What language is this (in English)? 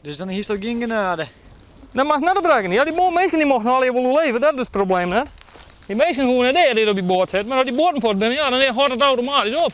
Western Frisian